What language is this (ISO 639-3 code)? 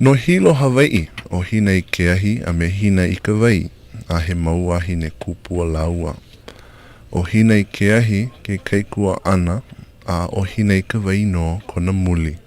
haw